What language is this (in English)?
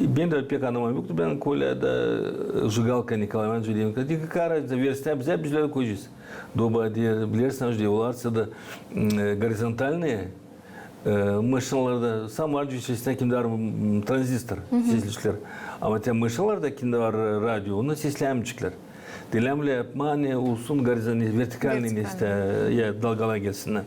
Gagauz